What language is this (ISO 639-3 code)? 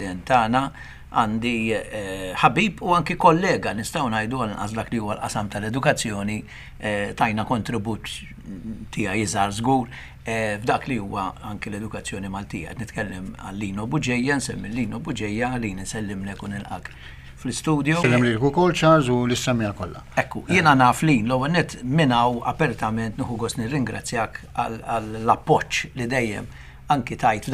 mlt